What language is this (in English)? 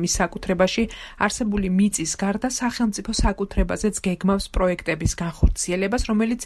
Georgian